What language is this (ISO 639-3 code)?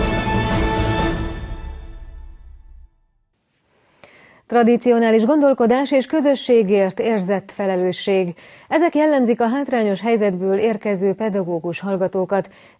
hun